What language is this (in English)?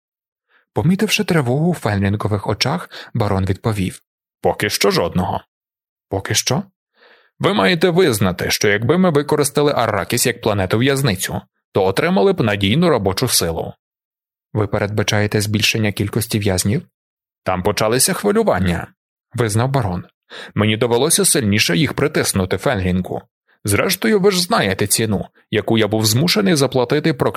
Ukrainian